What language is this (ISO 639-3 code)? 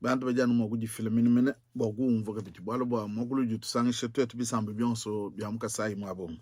lua